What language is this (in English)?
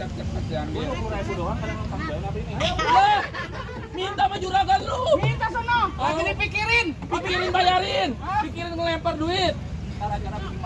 Betawi